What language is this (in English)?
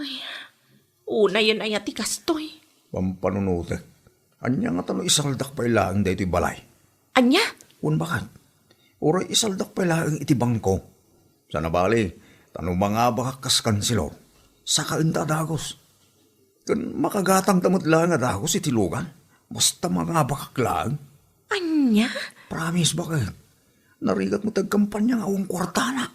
Iloko